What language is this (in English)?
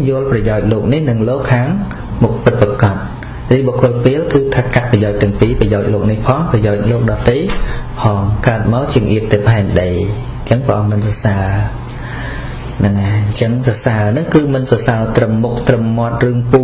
Khmer